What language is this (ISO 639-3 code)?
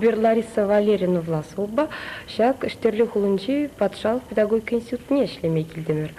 chv